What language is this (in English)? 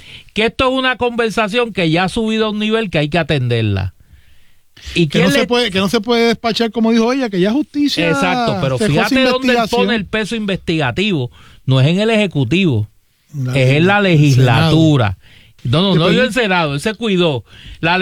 Spanish